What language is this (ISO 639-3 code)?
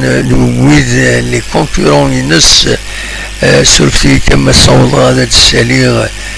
kab